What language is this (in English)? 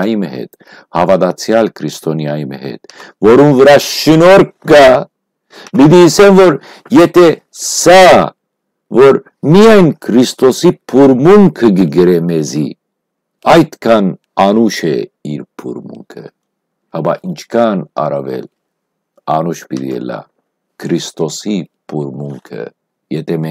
Western Armenian